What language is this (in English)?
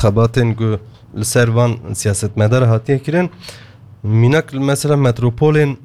Kurdish